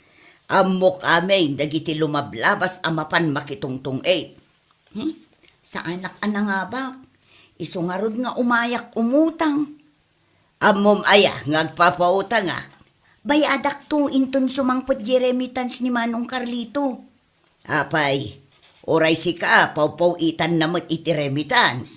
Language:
Iloko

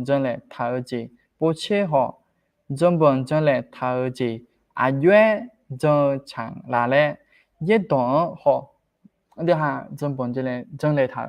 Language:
Akha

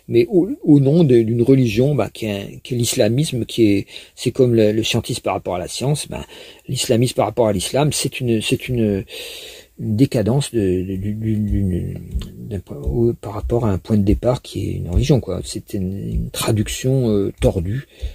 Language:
French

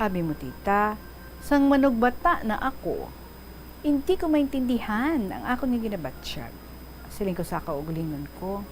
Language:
Hiligaynon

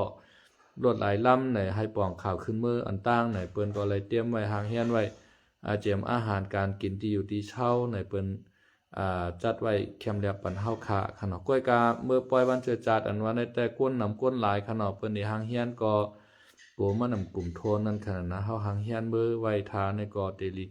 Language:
Shan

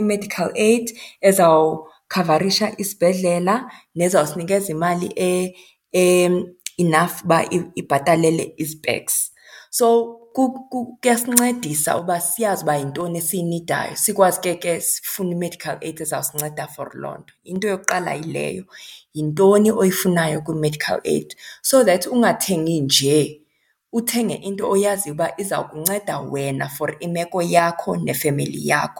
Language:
Xhosa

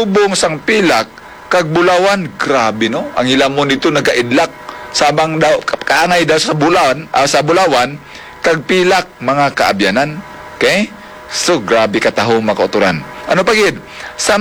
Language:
Hiligaynon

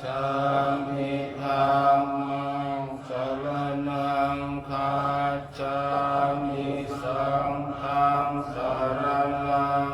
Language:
Pali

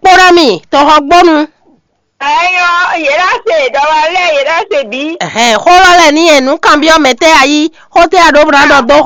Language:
Fon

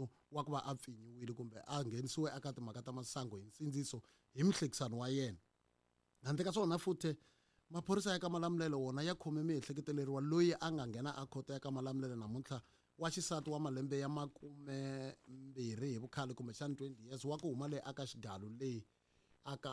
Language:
Tsonga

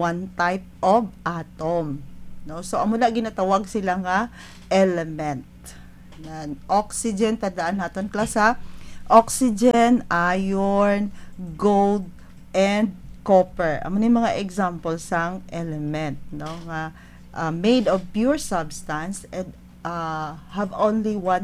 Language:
Hiligaynon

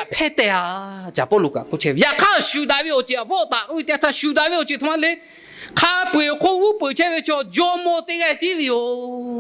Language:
Lahu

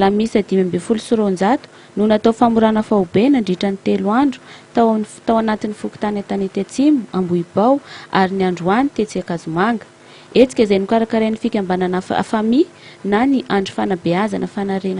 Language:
Malagasy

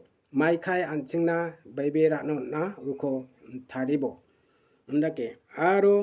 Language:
Garo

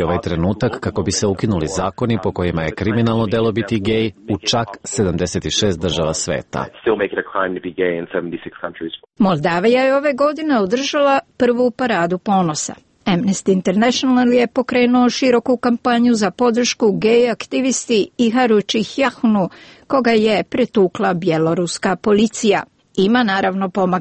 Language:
Croatian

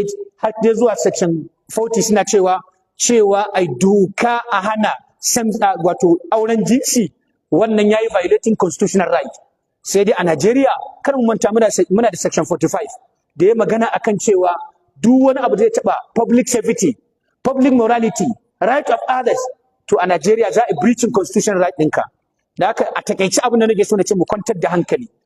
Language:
Hausa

